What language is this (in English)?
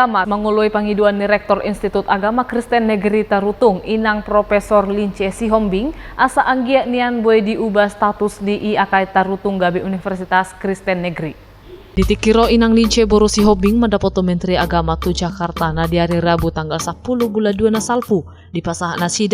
Batak Toba